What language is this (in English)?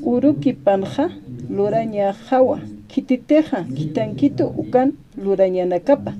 Aymara